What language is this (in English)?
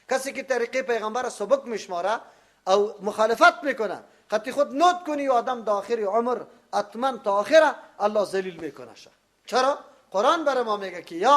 Persian